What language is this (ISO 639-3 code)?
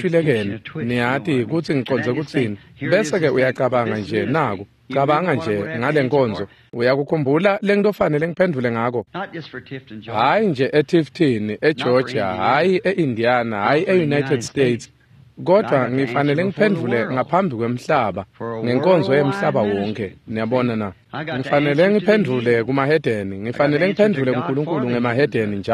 ssw